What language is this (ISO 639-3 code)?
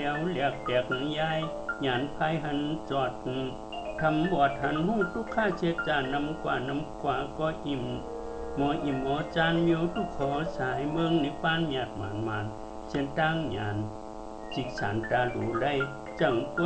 shn